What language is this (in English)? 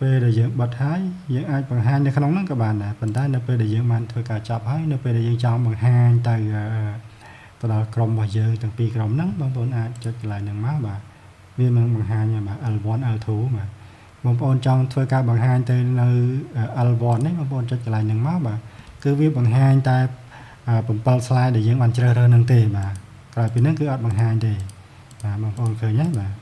Khmer